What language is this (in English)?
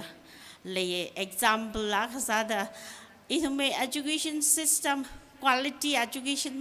Tangkhul Naga (India)